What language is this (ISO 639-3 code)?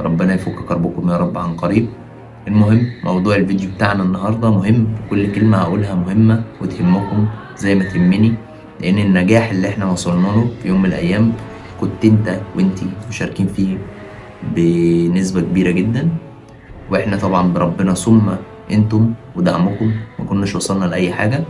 arz